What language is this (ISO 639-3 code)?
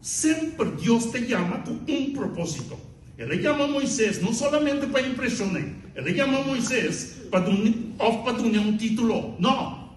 pap